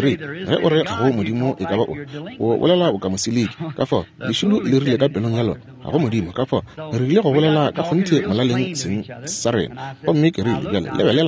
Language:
Northern Sotho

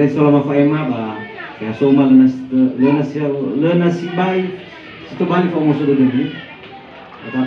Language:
Nias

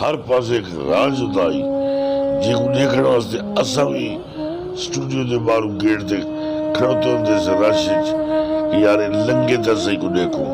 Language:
Saraiki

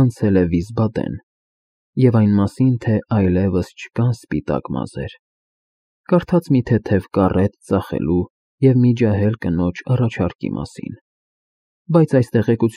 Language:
Armenian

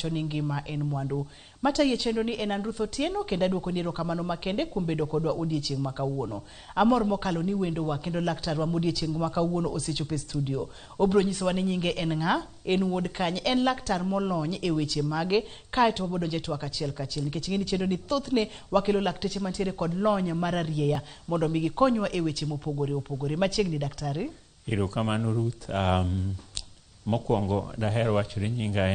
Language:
Luo (Kenya and Tanzania)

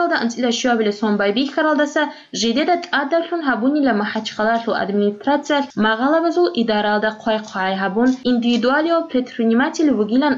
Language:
Avaric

